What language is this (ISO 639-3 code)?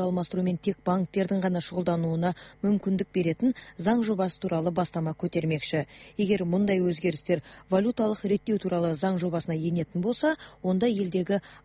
kaz